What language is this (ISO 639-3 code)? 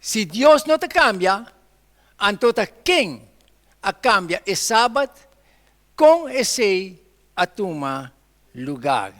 pap